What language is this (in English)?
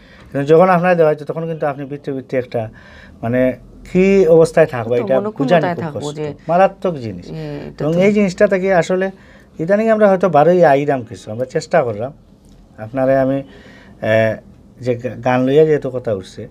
Sylheti